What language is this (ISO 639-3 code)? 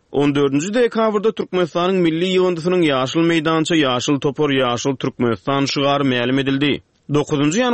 tuk